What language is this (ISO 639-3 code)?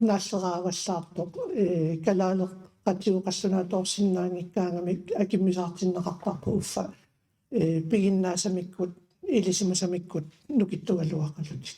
kal